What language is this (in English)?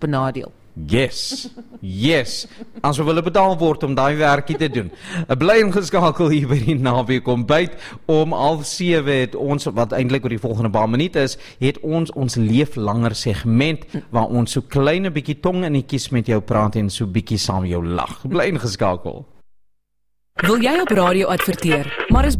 Afrikaans